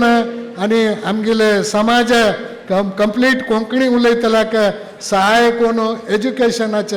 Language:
Konkani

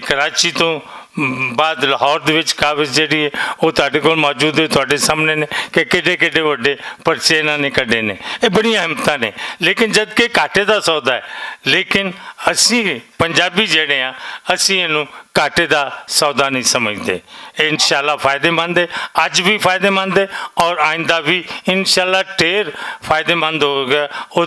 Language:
Western Panjabi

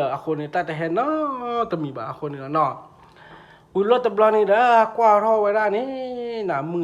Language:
S'gaw Karen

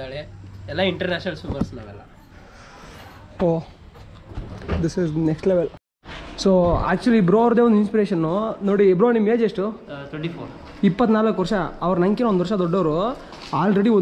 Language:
Kannada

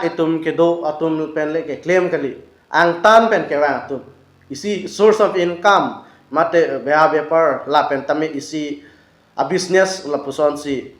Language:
Karbi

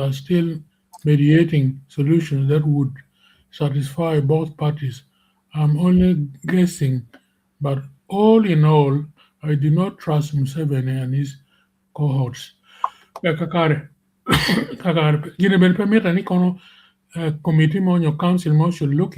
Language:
Acoli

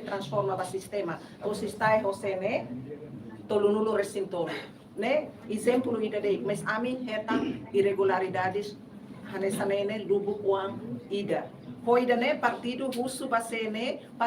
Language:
Tetum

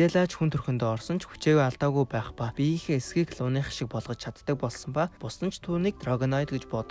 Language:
Mongolian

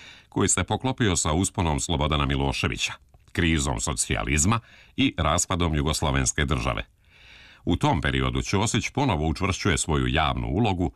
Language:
Serbian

